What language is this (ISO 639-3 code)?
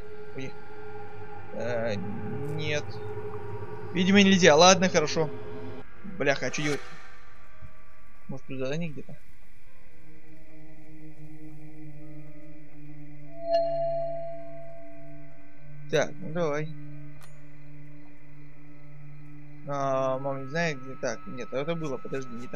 rus